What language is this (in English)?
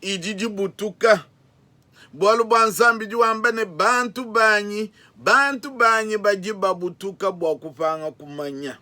Luba-Lulua